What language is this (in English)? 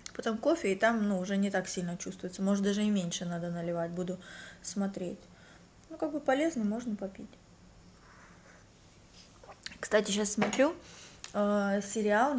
Russian